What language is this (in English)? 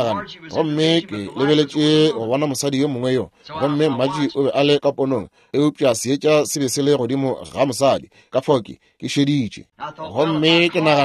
Northern Sotho